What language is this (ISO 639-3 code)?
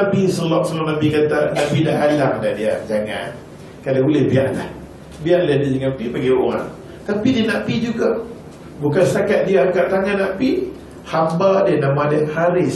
msa